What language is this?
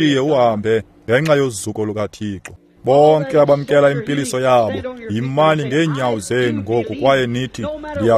Xhosa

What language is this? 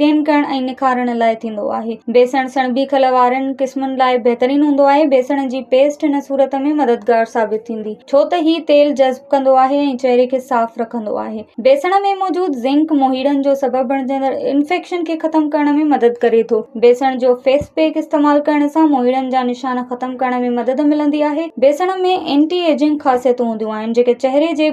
Sindhi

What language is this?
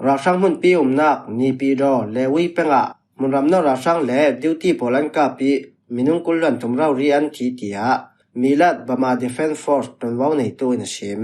Falam Chin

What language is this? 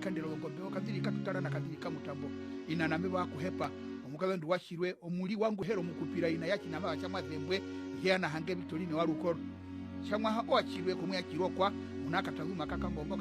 Herero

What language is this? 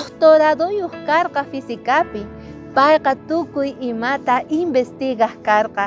South Bolivian Quechua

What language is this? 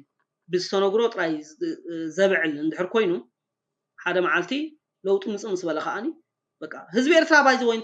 Tigrinya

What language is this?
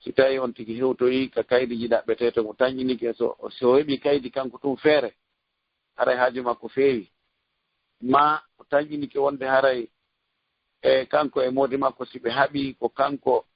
Fula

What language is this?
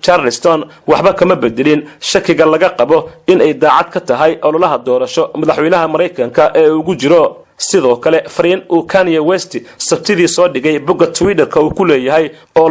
Somali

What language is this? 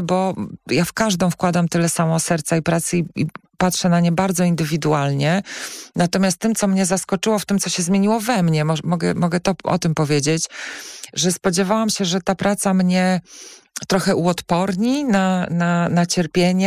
Polish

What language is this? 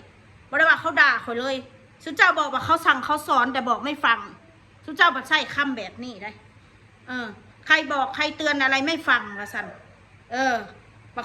Northeastern Thai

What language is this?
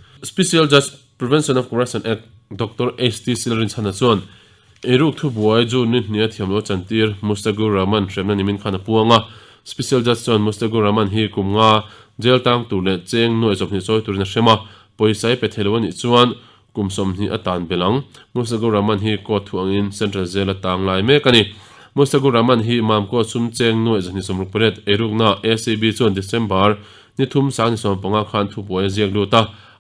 Mizo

